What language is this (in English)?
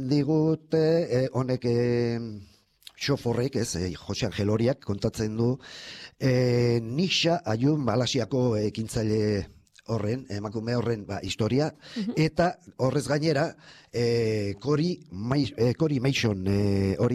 Basque